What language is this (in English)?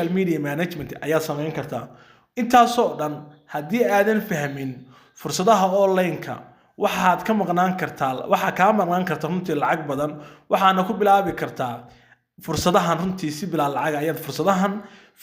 Somali